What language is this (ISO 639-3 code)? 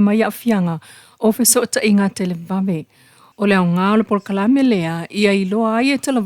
smo